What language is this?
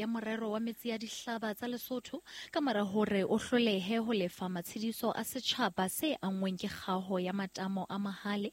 Southern Sotho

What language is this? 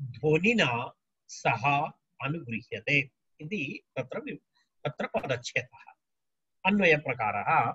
Sanskrit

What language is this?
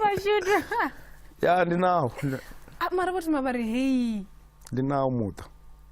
Venda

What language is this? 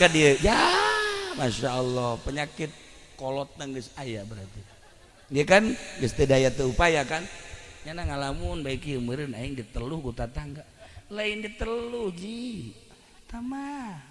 Sundanese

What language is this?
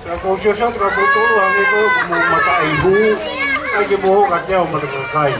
Tongan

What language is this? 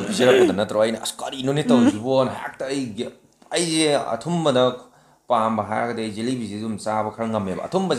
Manipuri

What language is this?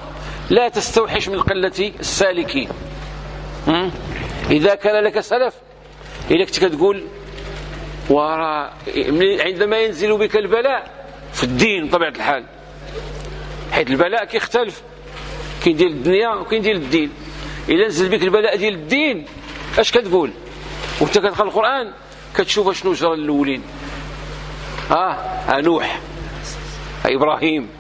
Moroccan Arabic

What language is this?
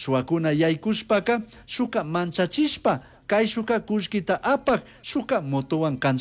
Chimborazo Highland Quichua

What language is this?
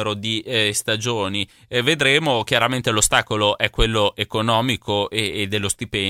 Italian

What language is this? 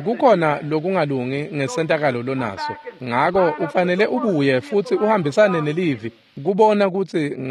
Swati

